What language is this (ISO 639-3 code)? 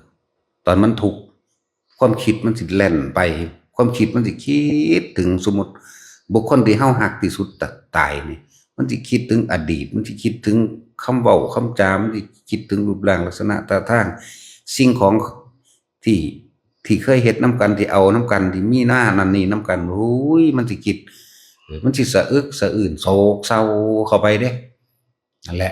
tts